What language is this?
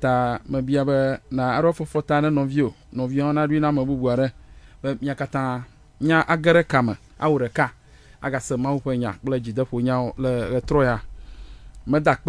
Ewe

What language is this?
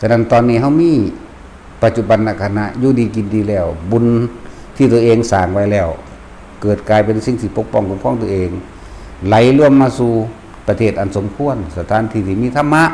Lao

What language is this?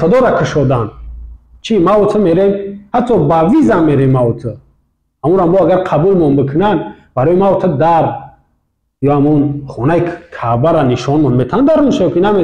Tajik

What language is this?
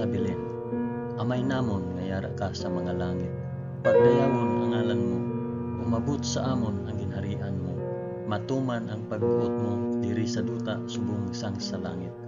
Hiligaynon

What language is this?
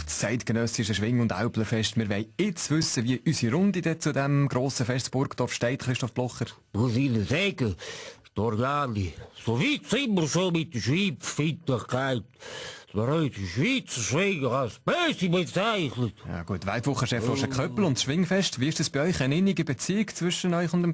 Swiss German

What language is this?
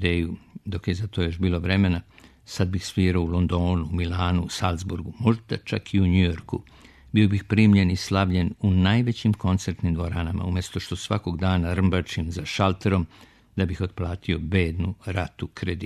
Serbian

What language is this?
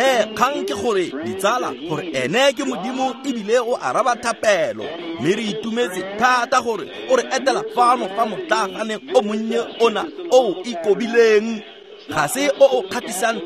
Tswana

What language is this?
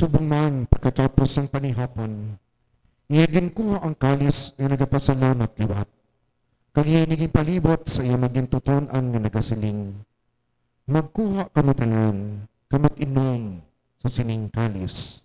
Hiligaynon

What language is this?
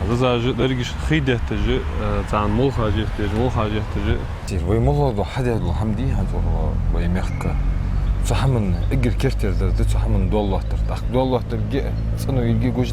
Ingush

